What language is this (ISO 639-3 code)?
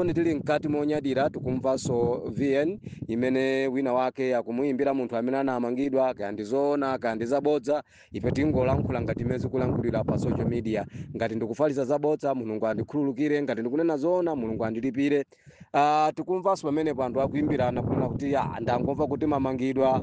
nya